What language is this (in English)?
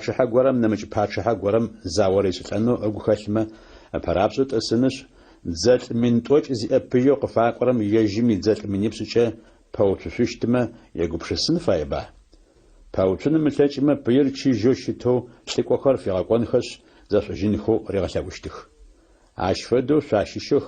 Adyghe